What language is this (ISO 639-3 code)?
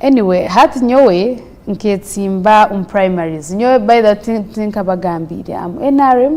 nyn